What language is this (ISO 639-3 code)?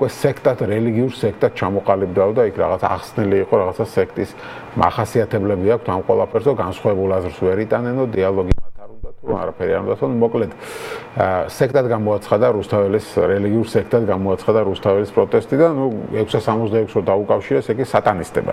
kat